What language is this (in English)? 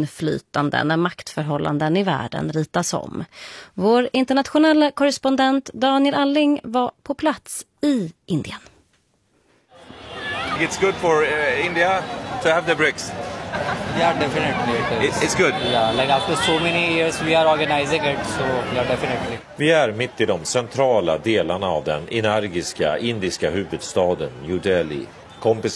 Swedish